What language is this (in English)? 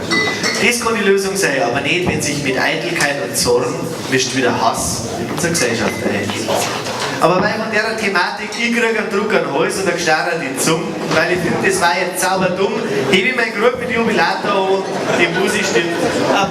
Bavarian